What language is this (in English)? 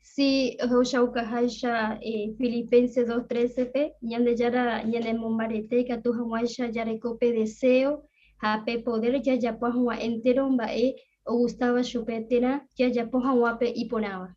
Guarani